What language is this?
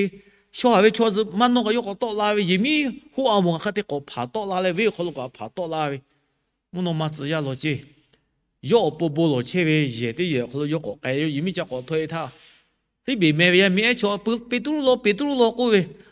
Lahu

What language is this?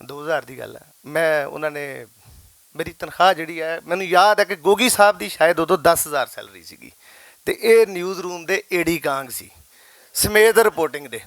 Western Panjabi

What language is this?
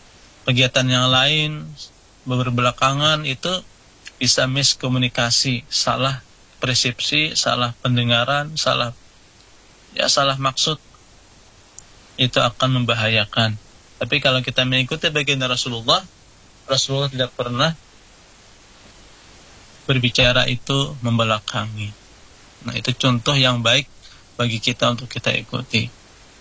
Indonesian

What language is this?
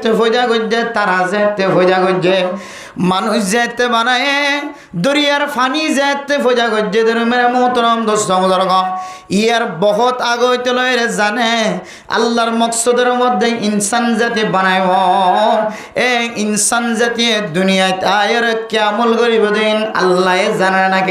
Rohingya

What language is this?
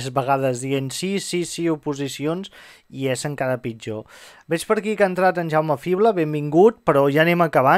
Catalan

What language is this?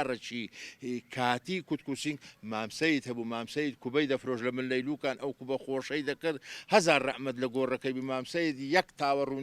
Central Kurdish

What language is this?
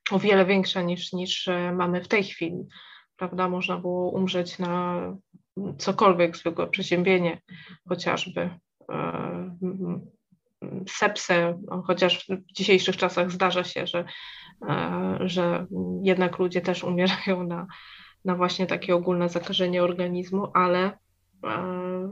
Polish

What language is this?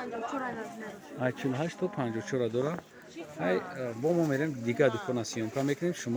Tajik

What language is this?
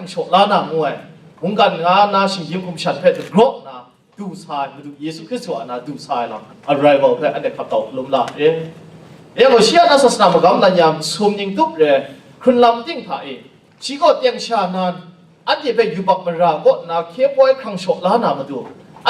Kachin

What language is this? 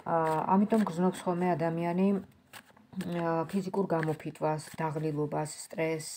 Georgian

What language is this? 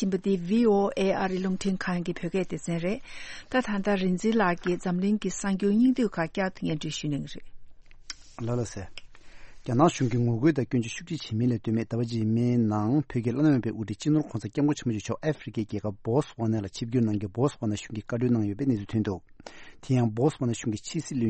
Tibetan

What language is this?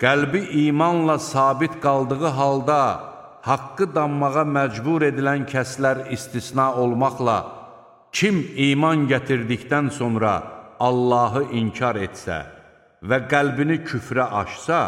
Azerbaijani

